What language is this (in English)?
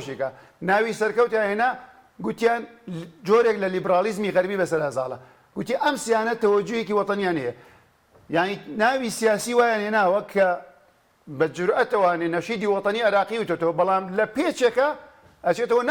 Central Kurdish